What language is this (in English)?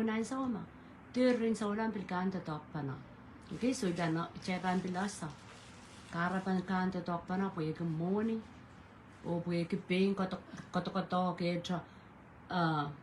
Pohnpeian